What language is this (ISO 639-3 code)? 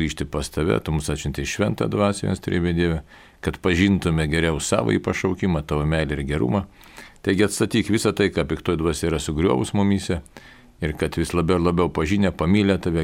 lit